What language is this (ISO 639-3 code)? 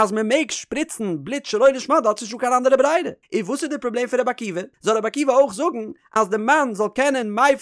yid